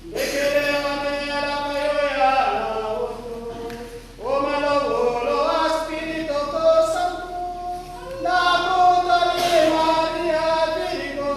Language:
Tetela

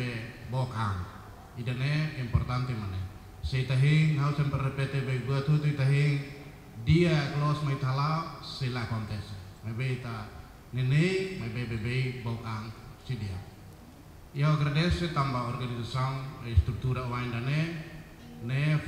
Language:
Tetum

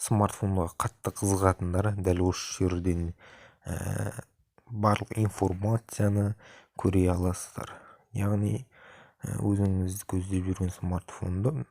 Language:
Kazakh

